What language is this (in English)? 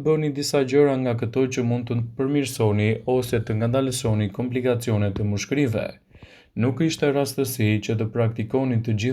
Albanian